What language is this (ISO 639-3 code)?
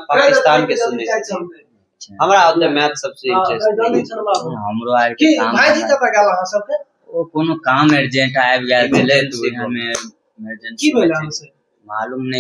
mai